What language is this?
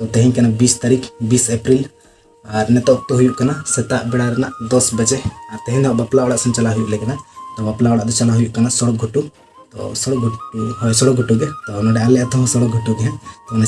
Santali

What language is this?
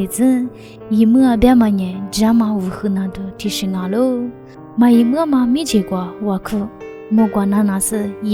Lisu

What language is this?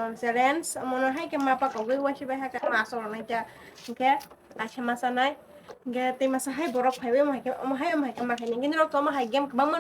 Kok Borok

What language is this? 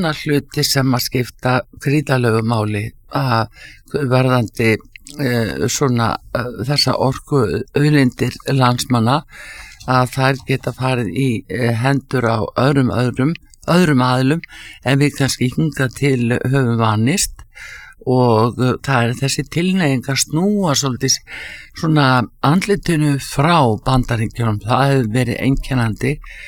Icelandic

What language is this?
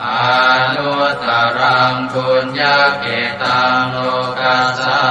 Pali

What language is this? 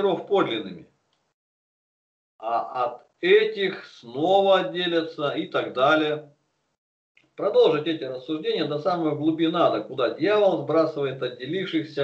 Russian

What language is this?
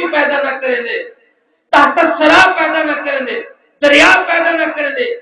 Saraiki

